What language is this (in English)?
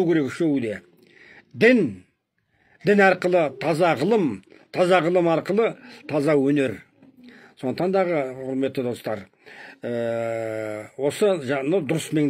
Kazakh